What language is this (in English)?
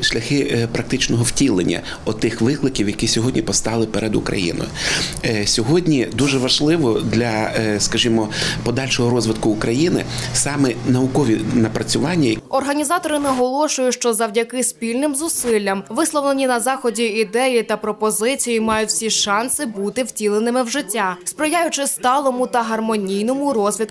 Ukrainian